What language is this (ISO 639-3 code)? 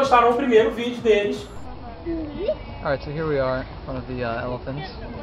por